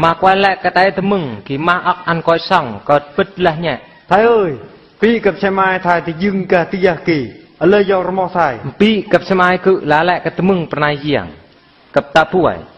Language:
Eastern Bru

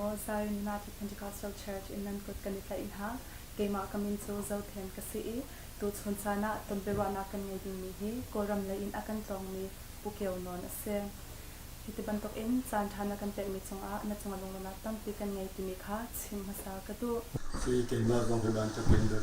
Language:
Hakha Chin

